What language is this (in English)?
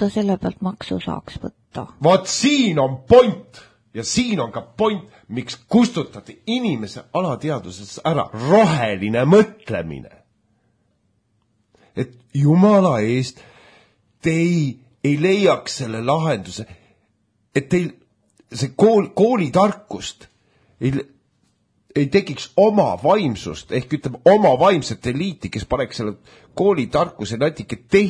Estonian